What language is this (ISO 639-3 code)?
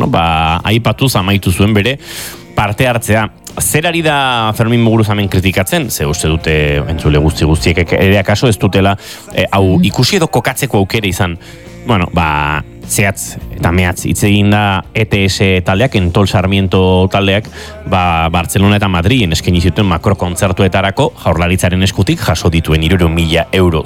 eus